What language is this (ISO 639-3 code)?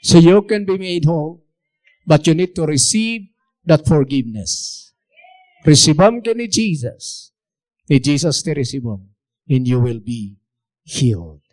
ilo